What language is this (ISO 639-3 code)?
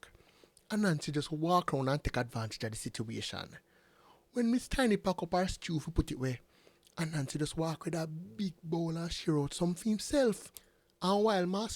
jam